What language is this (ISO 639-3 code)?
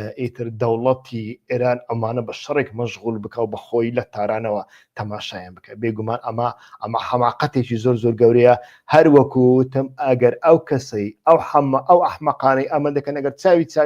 ckb